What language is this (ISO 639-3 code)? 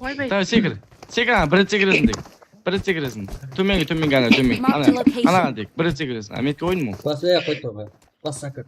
kaa